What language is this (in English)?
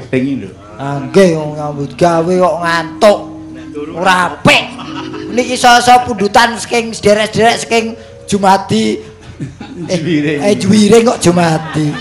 Javanese